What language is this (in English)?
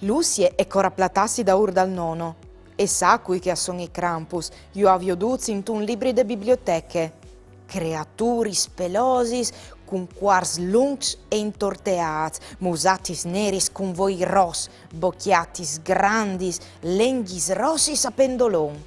Friulian